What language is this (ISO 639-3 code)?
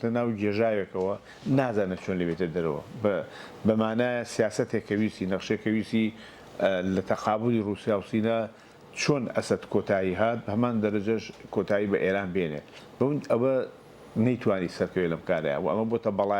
ckb